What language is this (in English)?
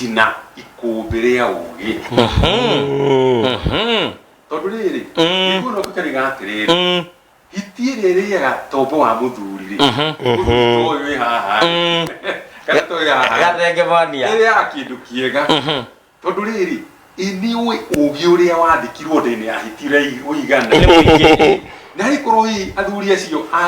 Kikuyu